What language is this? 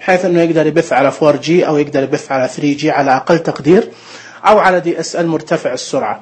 Najdi Arabic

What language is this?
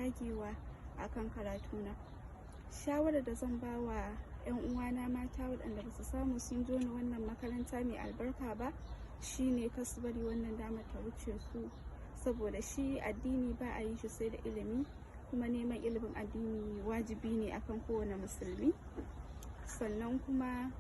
Hausa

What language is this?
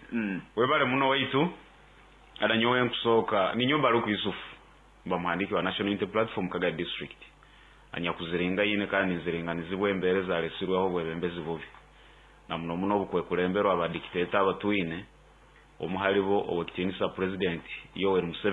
Nyoro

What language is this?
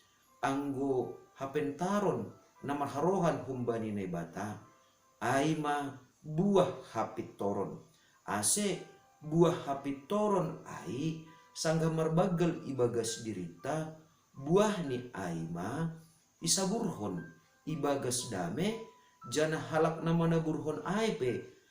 Batak Simalungun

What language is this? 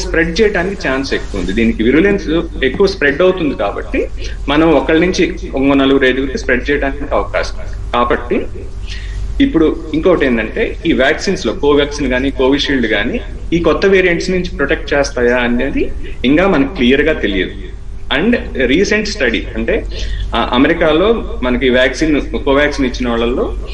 Telugu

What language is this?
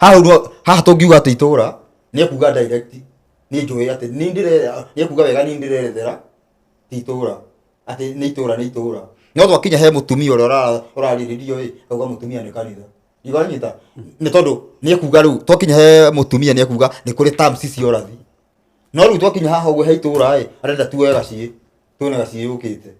Kikuyu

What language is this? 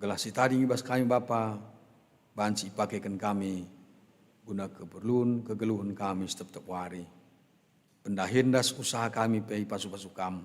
Batak Karo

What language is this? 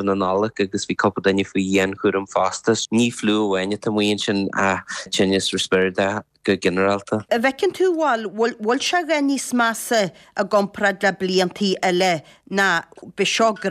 Irish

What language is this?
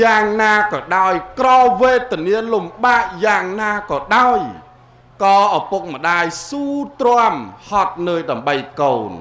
Khmer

